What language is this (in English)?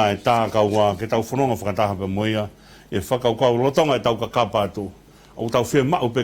Tongan